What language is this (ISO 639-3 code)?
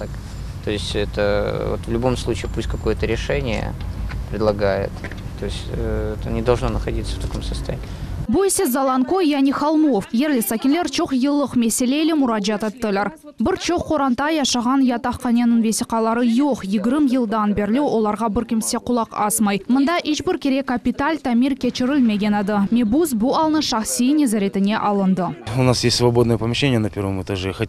crh